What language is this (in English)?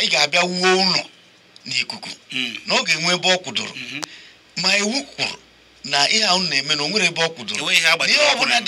Igbo